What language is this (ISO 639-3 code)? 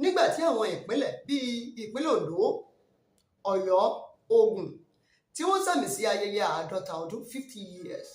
yor